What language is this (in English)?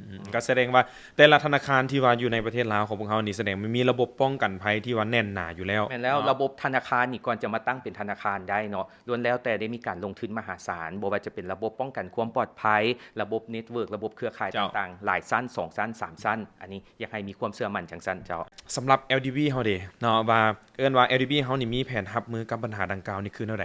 Lao